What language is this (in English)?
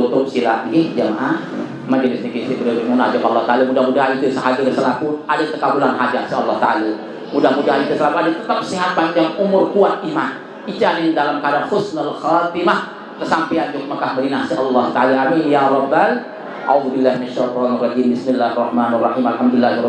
Sasak